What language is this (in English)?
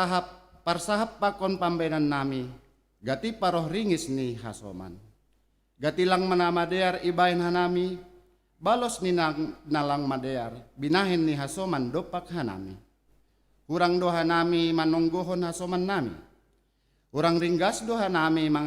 Batak Simalungun